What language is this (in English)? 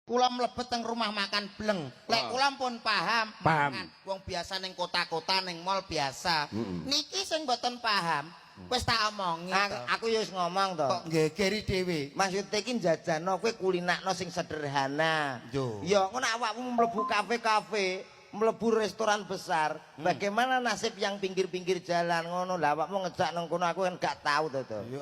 Javanese